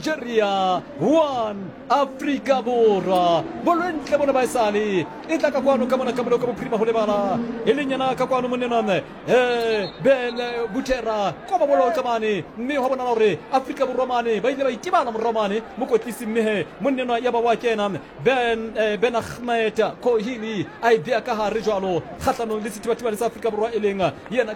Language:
Southern Sotho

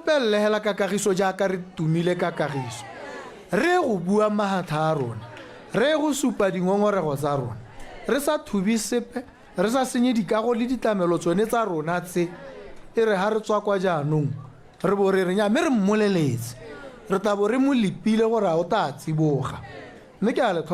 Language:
Tswana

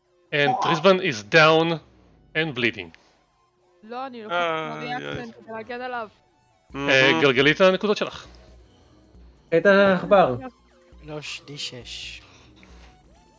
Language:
Hebrew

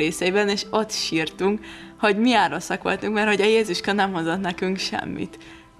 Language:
Hungarian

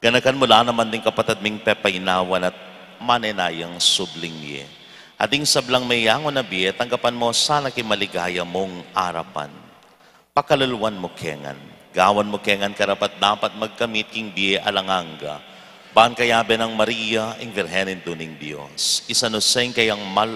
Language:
Pampanga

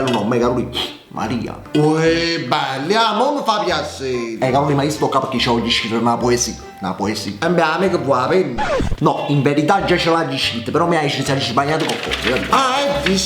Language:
Neapolitan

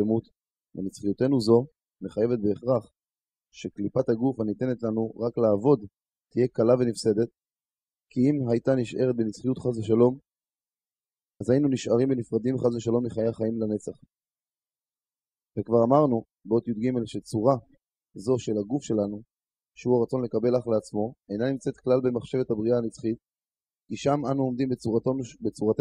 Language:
Hebrew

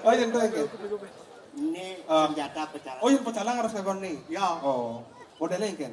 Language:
Balinese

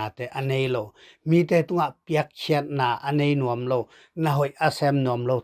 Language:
Tedim Chin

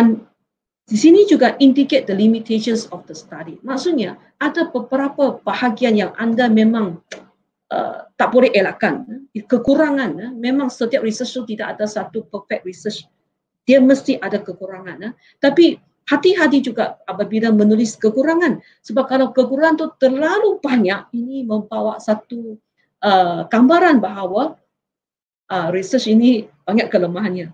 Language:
Malay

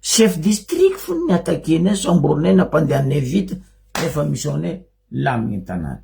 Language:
Malagasy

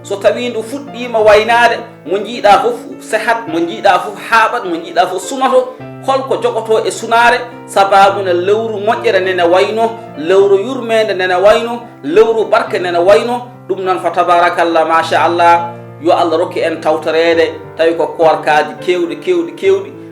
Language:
Fula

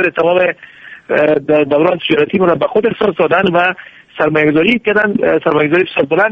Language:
Persian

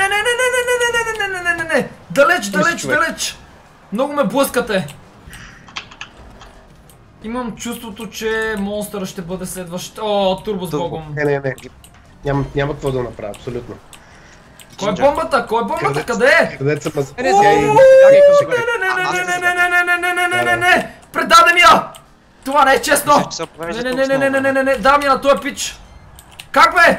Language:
Bulgarian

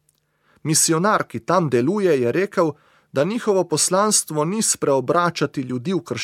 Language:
Slovenian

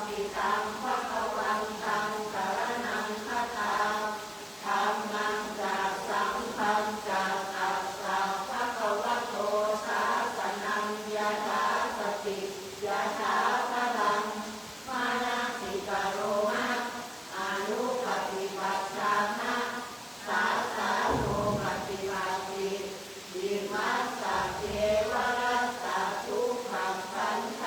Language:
Pali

